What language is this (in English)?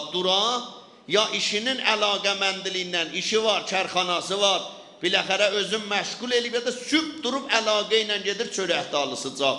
South Azerbaijani